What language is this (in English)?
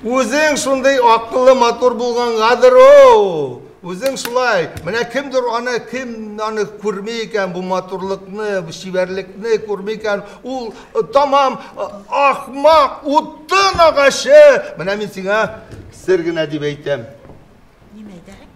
Bashkir